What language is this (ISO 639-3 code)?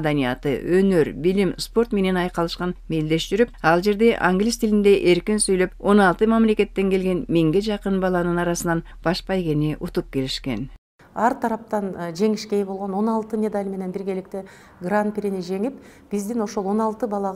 kir